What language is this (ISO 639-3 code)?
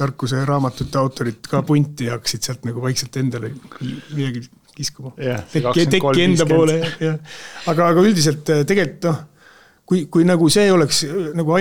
est